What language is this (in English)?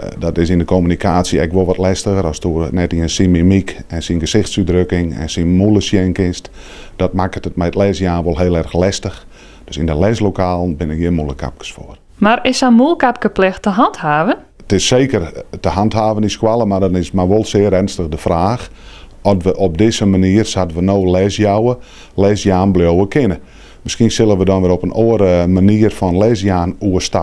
Western Frisian